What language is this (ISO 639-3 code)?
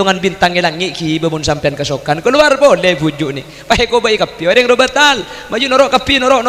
mad